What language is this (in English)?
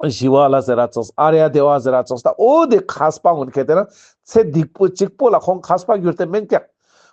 Ladakhi